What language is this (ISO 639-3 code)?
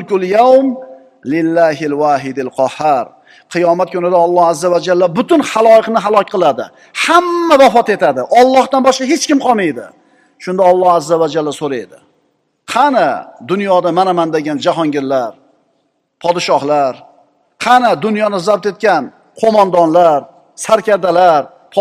uzb